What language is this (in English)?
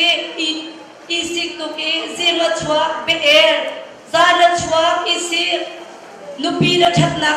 Hakha Chin